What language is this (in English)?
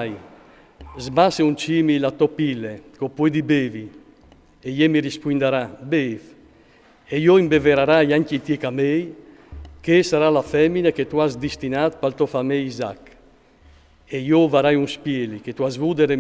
Friulian